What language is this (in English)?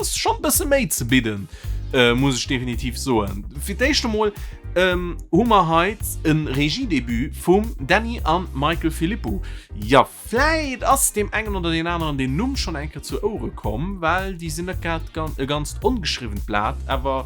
Luxembourgish